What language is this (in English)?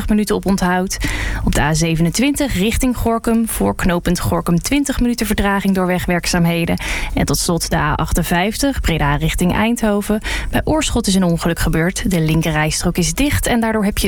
Dutch